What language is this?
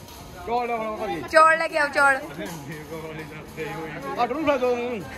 Punjabi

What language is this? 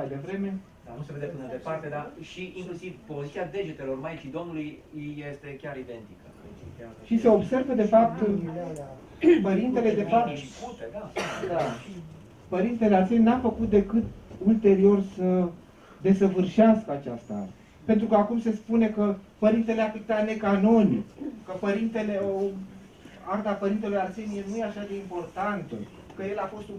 Romanian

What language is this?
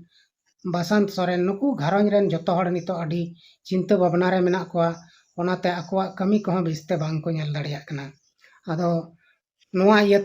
Santali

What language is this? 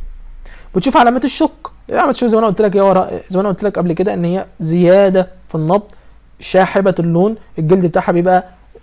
Egyptian Arabic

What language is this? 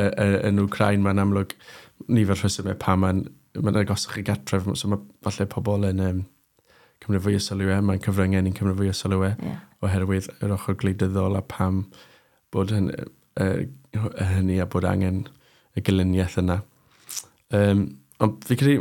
Welsh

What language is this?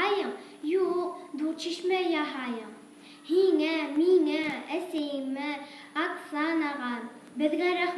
Bashkir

